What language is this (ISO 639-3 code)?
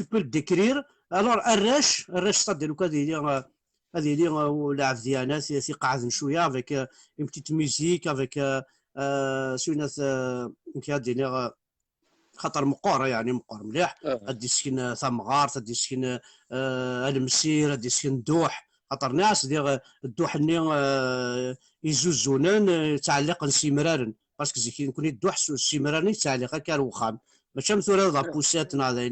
kab